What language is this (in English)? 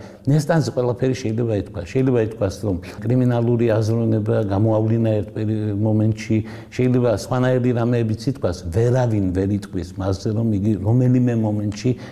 Georgian